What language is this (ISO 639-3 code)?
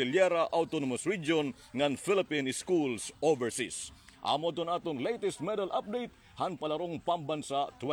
war